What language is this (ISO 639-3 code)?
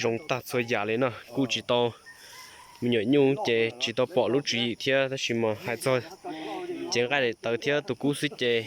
hmn